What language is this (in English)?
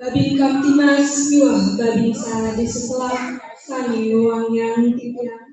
Balinese